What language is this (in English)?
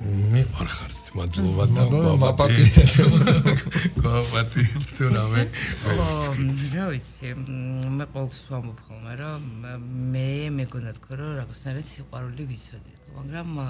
Georgian